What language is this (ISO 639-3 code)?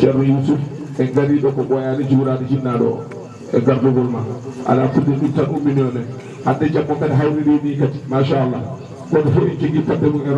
ful